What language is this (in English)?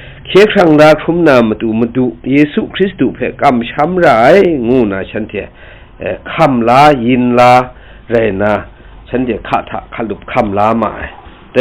Kachin